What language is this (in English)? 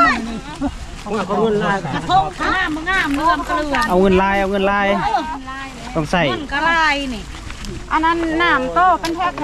Lao